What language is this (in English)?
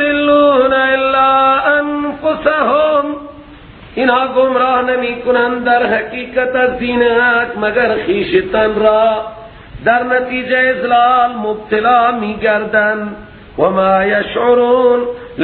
Persian